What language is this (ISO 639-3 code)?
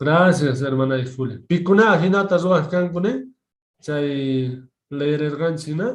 que